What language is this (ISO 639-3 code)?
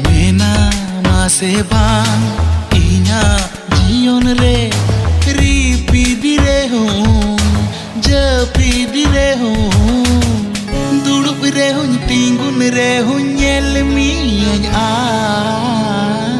sat